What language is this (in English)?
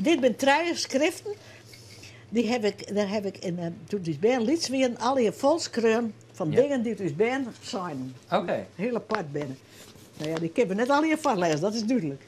Western Frisian